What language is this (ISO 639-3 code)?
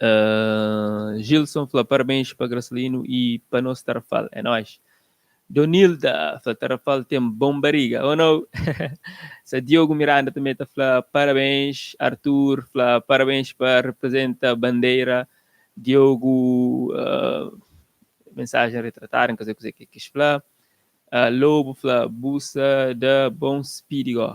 kea